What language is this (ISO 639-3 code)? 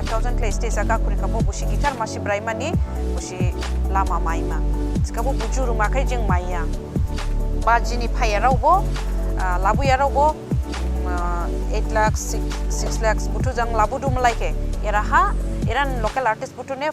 dis